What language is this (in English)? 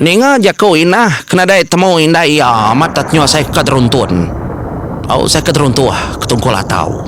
Iban